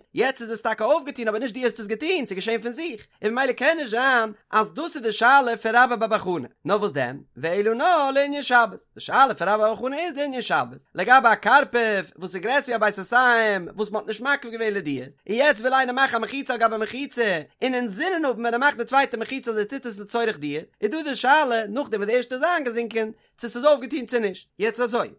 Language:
Yiddish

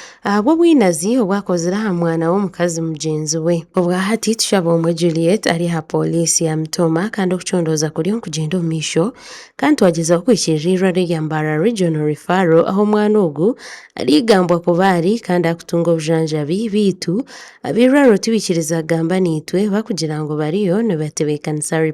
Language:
Nyankole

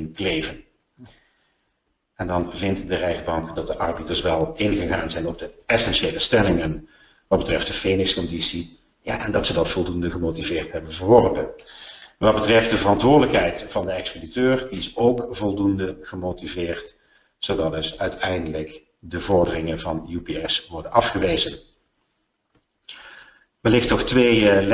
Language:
Dutch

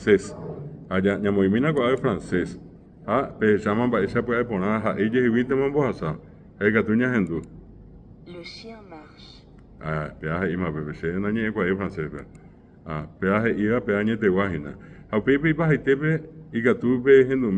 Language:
Guarani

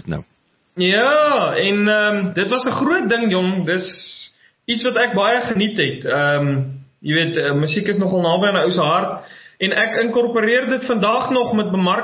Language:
Afrikaans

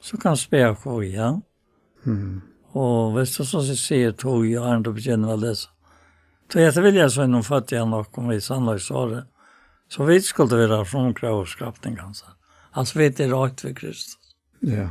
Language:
Faroese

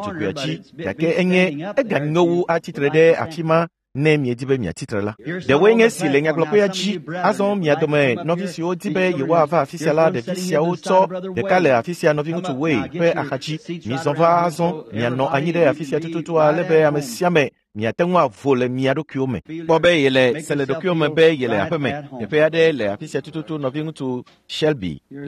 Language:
Ewe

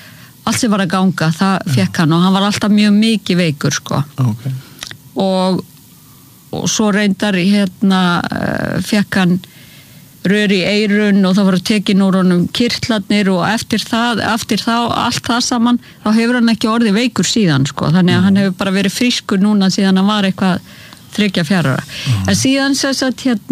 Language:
Icelandic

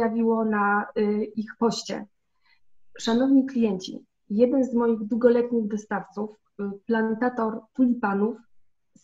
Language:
Polish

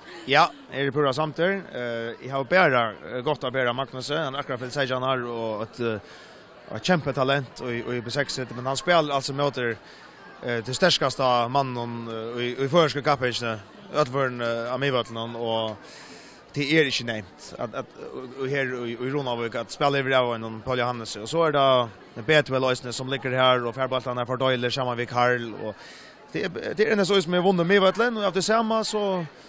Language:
Faroese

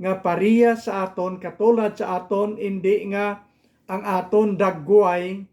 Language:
Hiligaynon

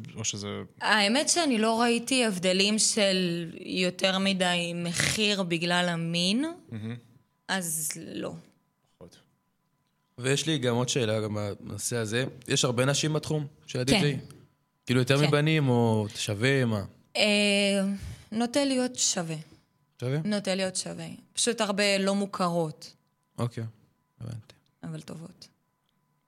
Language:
Hebrew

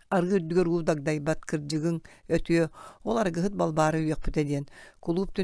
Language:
Yakut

